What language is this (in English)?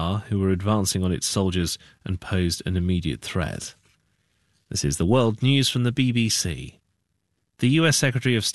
English